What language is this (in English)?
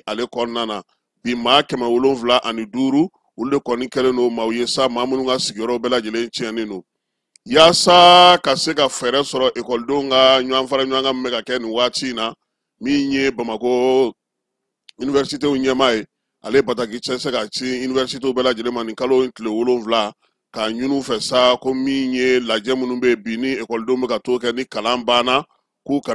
Bambara